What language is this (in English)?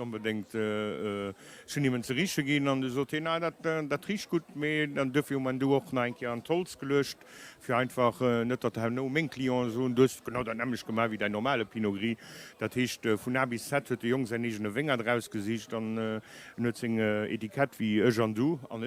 Luxembourgish